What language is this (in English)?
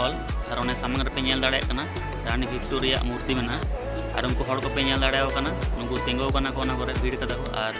Santali